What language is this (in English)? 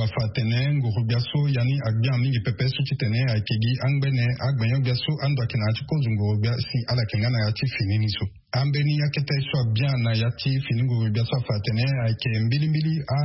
Sango